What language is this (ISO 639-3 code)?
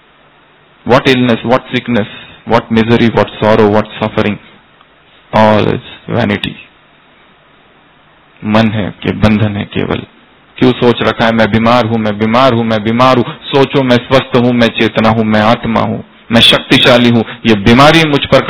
hin